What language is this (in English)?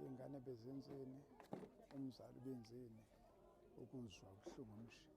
Zulu